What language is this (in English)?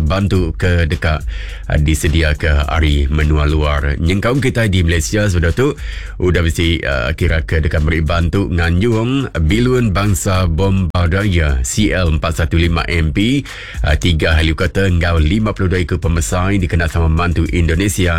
Iban